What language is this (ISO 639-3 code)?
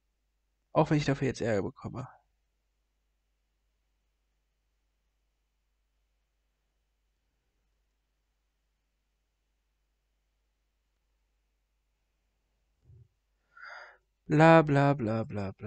deu